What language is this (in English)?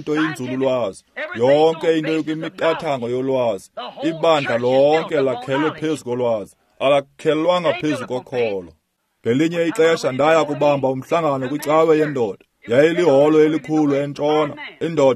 Xhosa